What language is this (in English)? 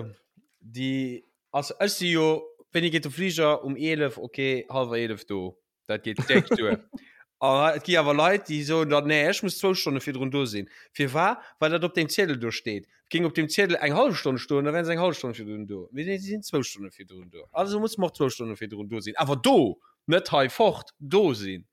Luxembourgish